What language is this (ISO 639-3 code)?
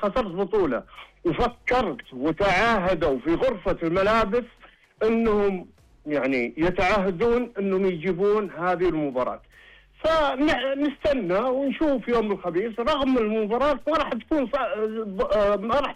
ars